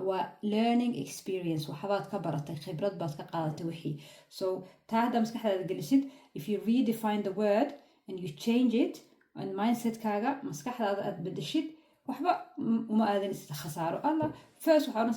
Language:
Somali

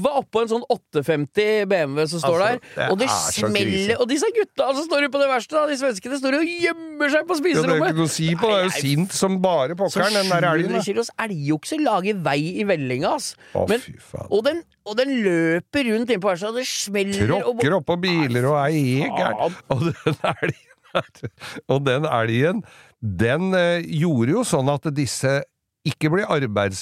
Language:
Norwegian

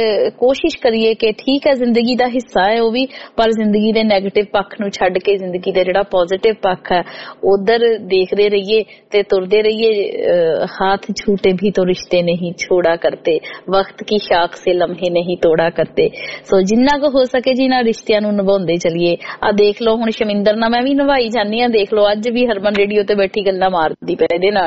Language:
Punjabi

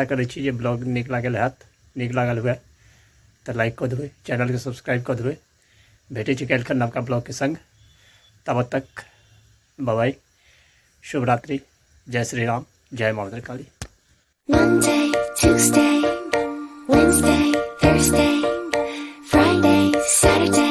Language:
Maithili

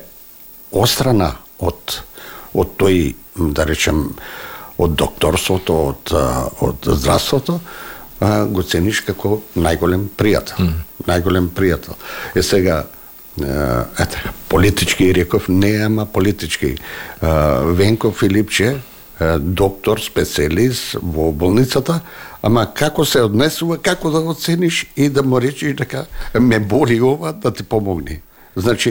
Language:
Macedonian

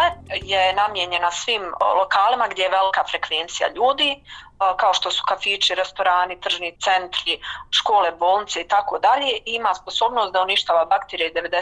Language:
Bosnian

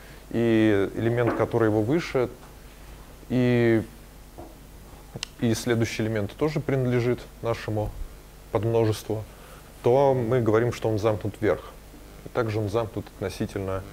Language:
Russian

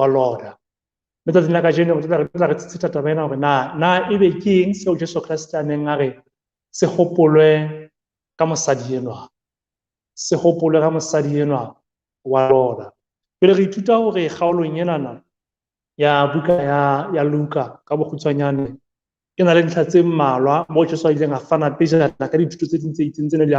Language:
Southern Sotho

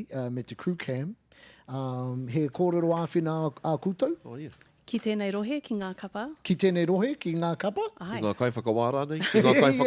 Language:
Māori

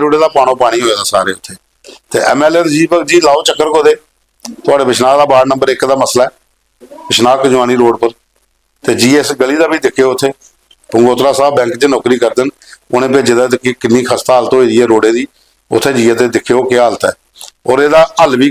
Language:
Dogri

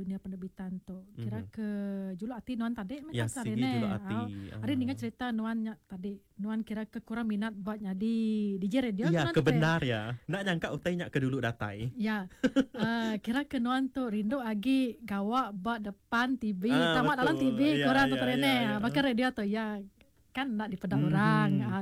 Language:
Iban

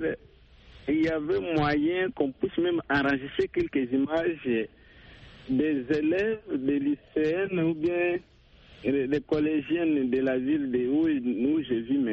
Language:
French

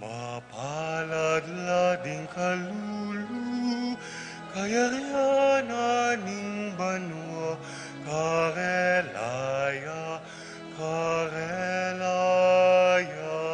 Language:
Pampanga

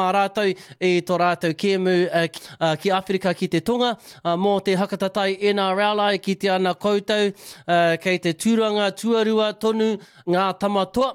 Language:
Māori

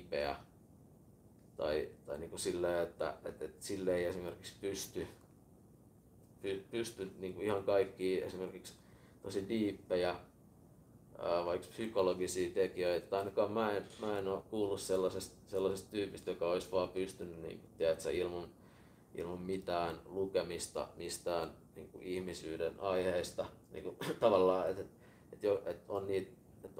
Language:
Finnish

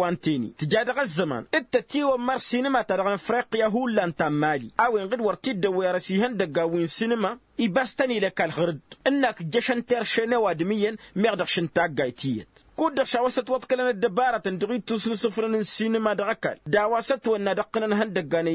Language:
Tamasheq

